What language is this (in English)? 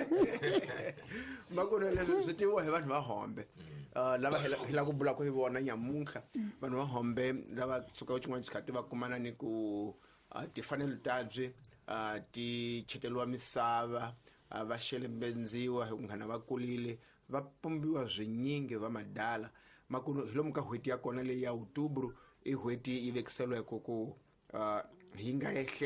Tsonga